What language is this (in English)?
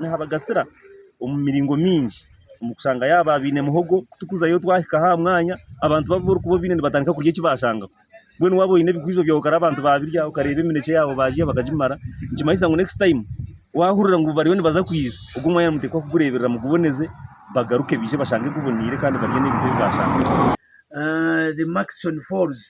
Nyankole